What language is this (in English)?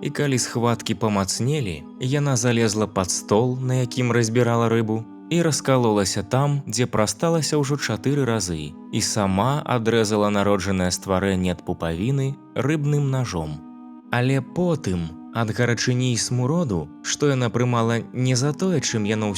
Belarusian